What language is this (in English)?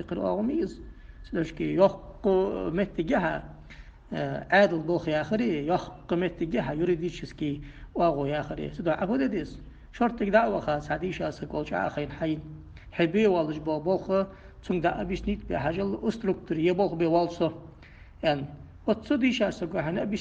Ingush